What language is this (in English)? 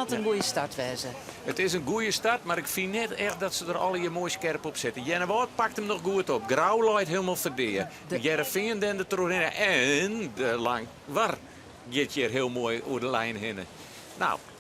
Western Frisian